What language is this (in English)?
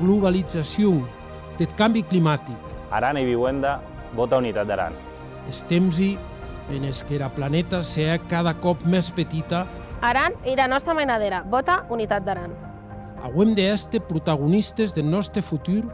Occitan